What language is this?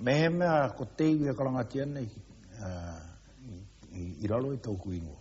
Māori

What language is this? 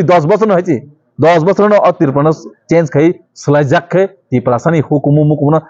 Kok Borok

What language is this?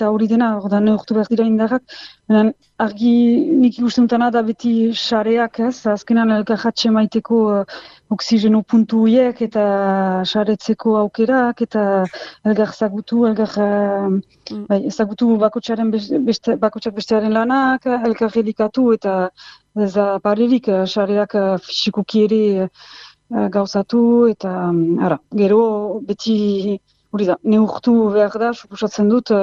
Basque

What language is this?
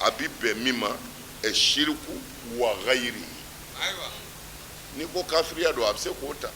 Bambara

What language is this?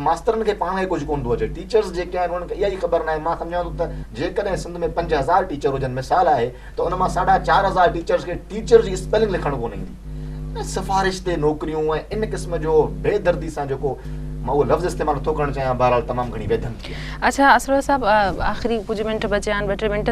Sindhi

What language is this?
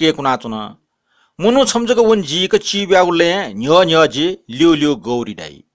Newari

